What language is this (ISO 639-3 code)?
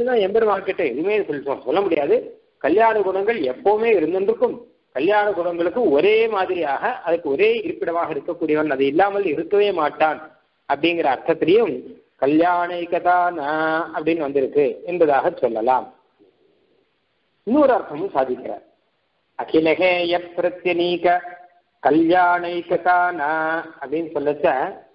tam